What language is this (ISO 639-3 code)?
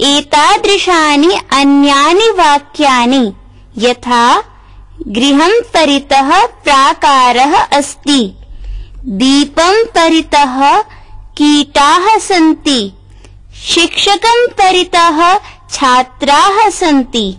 san